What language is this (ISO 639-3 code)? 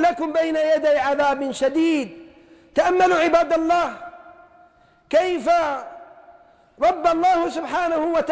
ara